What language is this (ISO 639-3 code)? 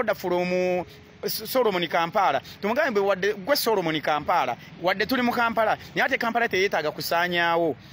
lug